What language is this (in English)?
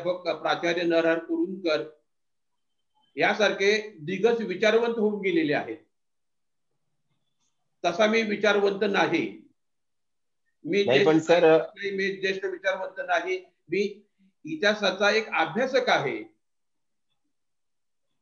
Marathi